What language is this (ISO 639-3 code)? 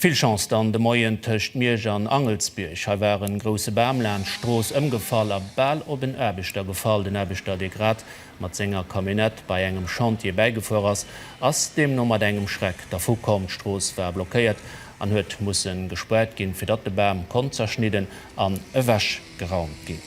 ltz